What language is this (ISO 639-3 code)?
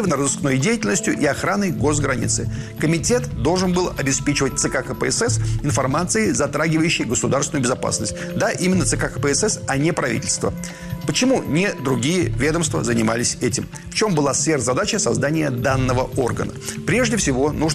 rus